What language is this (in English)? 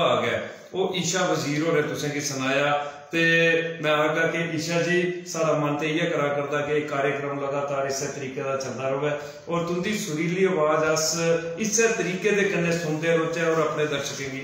Dogri